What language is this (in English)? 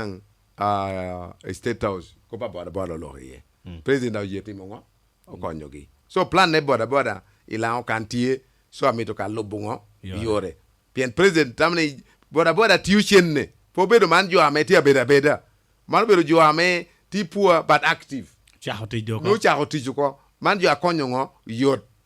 Lango (Uganda)